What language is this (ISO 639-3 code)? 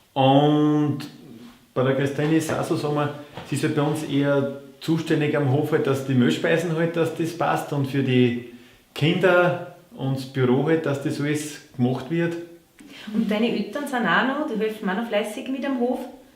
bar